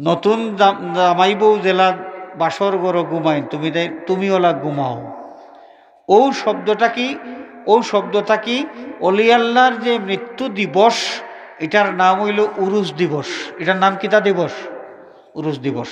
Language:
Sylheti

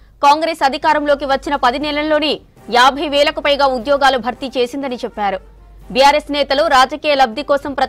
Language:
Telugu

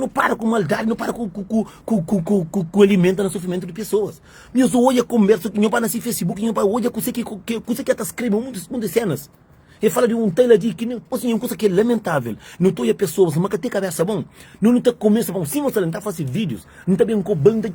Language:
Kabuverdianu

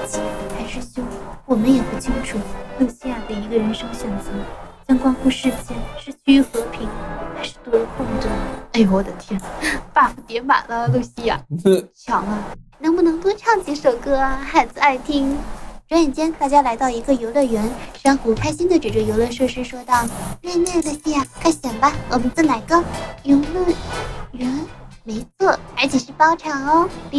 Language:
Chinese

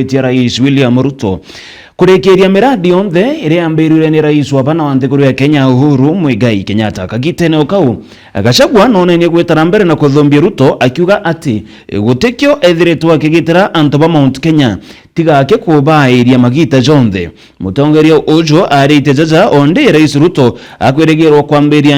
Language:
Meru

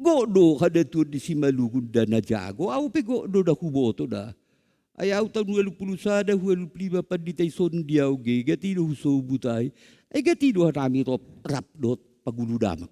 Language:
Batak Simalungun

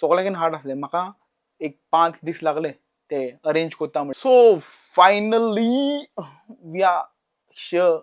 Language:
Konkani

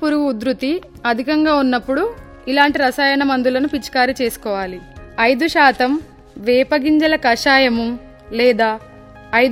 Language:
Telugu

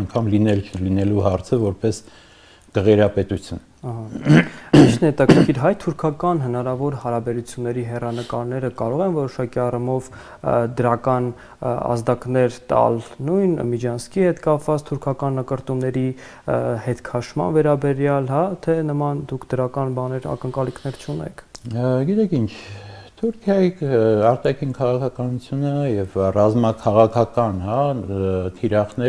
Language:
Armenian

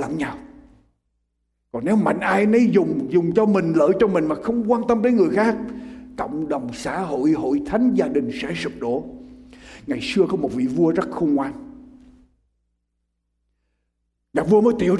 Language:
Vietnamese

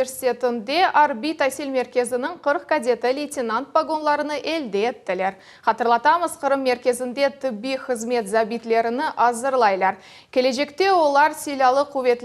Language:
Crimean Tatar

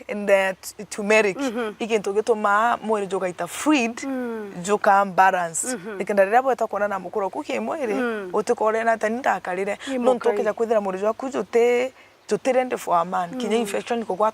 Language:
Meru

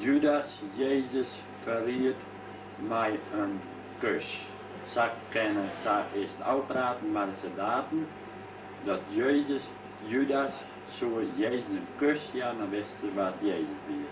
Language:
Western Frisian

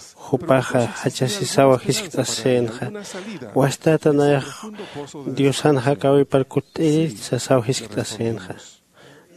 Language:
Aymara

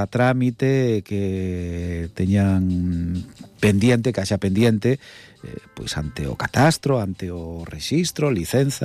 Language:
Galician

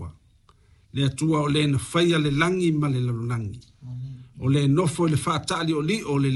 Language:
Samoan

